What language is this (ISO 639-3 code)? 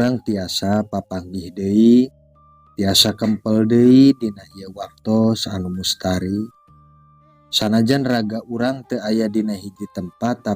sun